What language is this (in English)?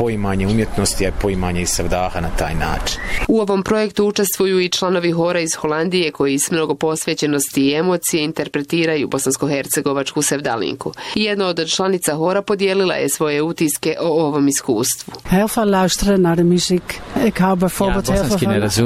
Bosnian